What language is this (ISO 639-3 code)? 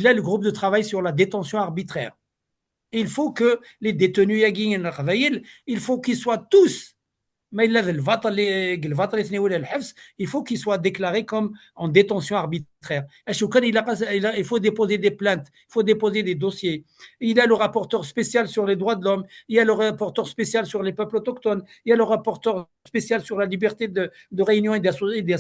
kab